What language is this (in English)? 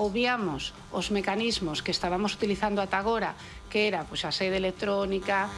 Galician